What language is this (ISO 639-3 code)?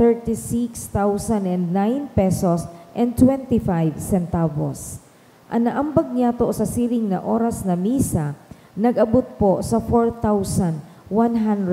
bik